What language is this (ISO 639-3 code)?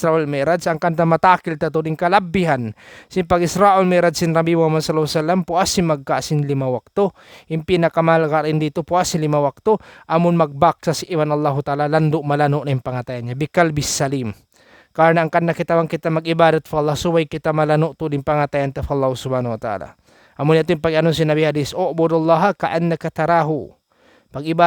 tsg